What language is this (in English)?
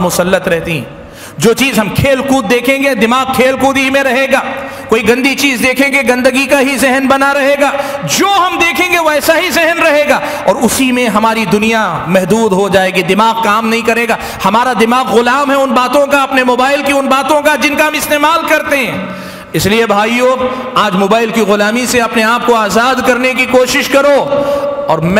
Urdu